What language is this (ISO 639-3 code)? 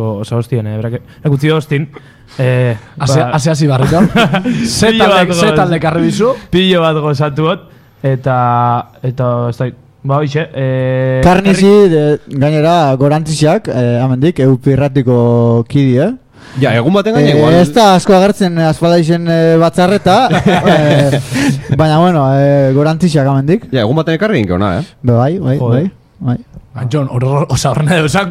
eus